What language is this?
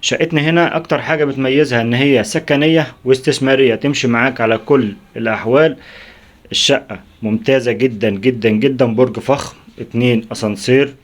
Egyptian Arabic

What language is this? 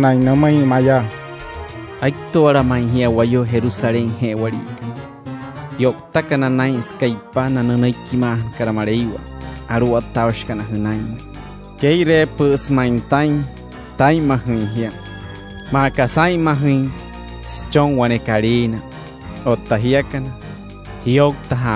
Wayuu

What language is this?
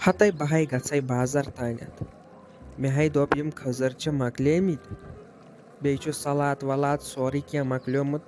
Kashmiri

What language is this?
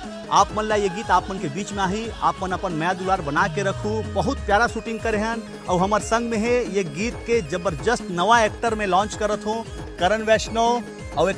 Chhattisgarhi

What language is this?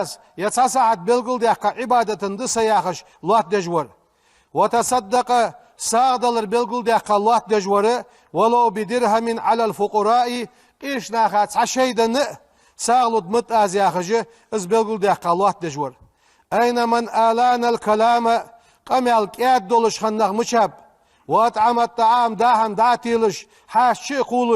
Ingush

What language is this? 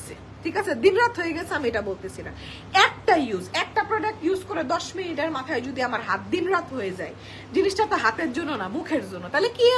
Bangla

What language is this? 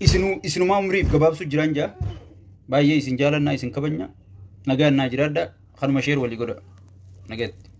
Oromo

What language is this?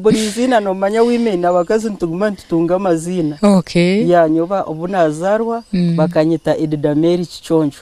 Nyankole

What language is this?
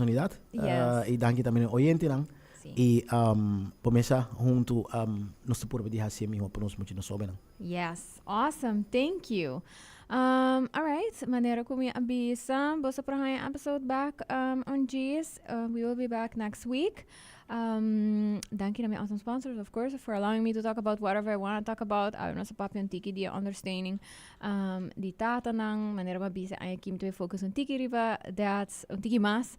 Papiamento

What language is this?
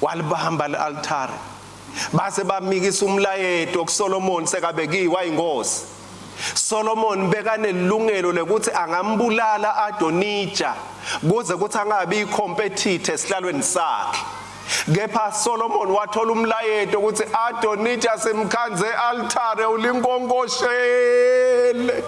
Swati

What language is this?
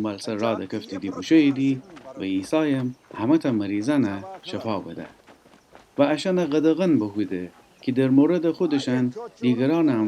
Gilaki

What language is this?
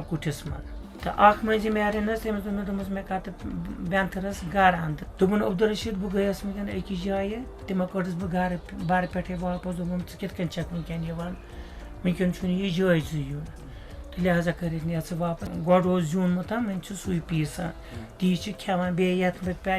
Kashmiri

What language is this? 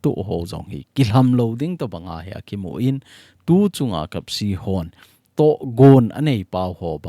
Thado Chin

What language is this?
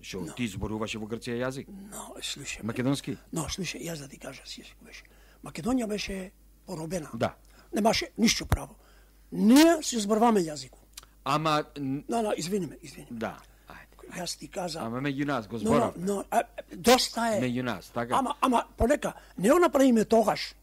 Macedonian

